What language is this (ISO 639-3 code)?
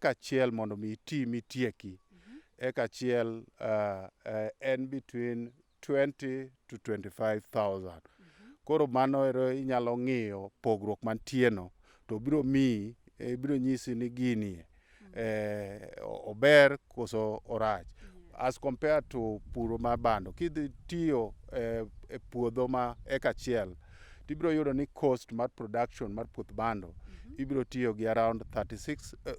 luo